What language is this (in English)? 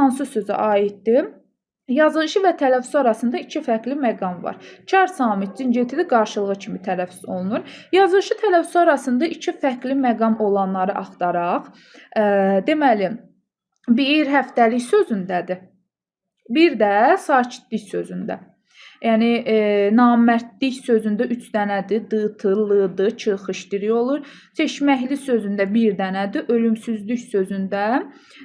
Azerbaijani